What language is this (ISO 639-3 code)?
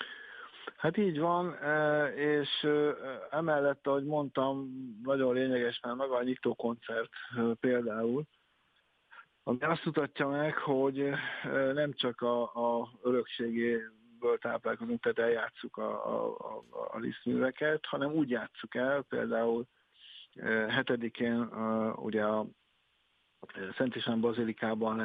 hun